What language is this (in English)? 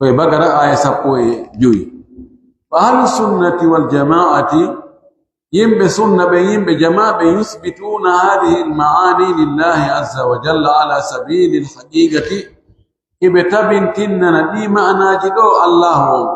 Pular